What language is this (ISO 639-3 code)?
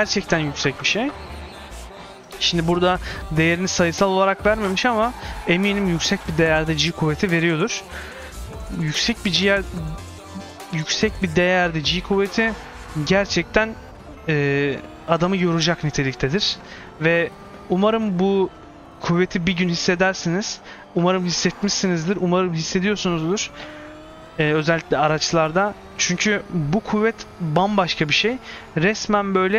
tur